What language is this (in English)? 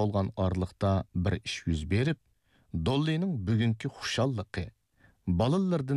Uyghur